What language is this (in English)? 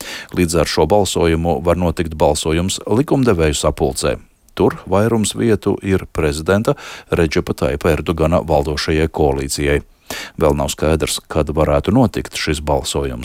Latvian